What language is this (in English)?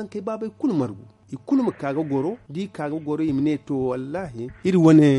Zarma